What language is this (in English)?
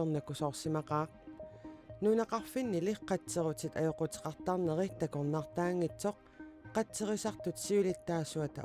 Kalaallisut